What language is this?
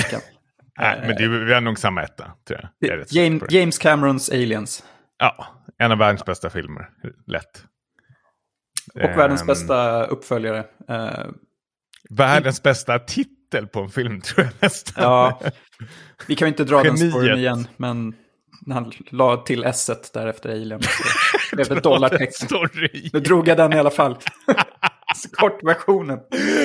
Swedish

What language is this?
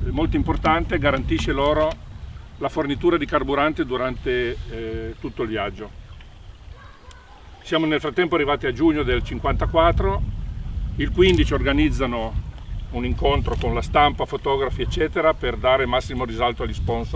Italian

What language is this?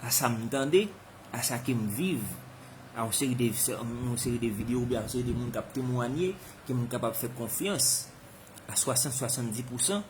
Haitian Creole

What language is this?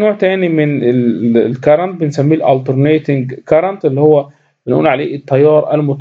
Egyptian Arabic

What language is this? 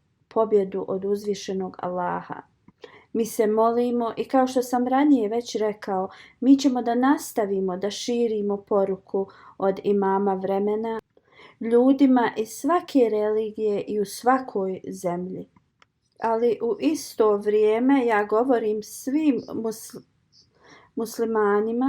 Bosnian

